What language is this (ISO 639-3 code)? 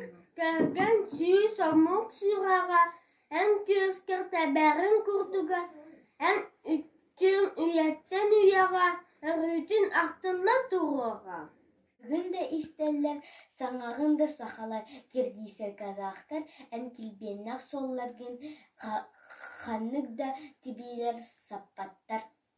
sah